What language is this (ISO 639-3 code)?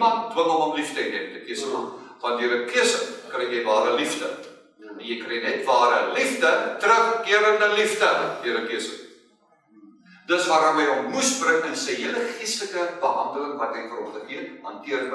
afr